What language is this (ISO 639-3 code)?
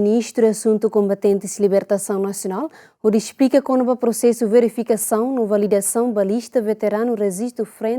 tet